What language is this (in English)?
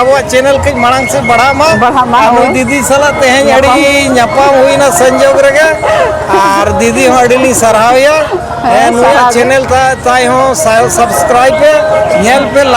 Santali